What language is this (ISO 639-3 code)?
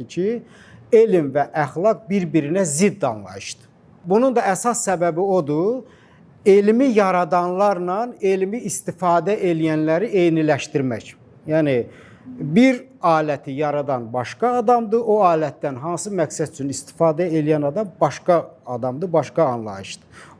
aze